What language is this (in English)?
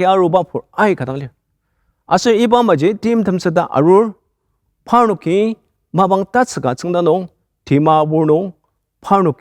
Ao Naga